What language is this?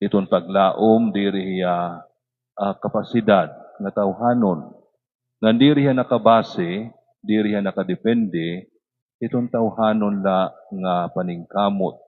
Waray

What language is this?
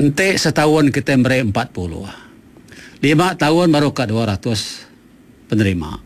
Iban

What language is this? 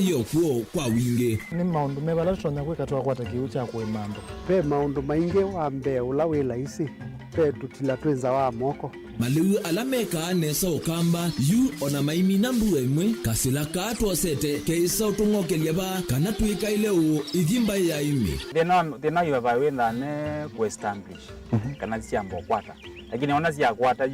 Kamba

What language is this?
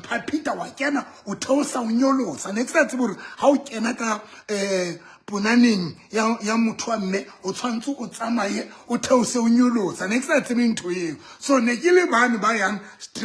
Southern Sotho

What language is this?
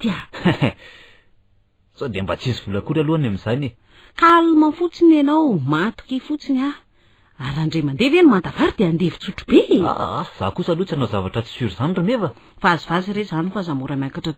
Malagasy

